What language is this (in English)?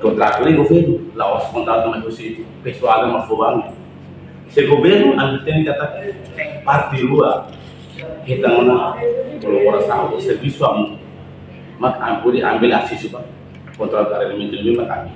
Tetum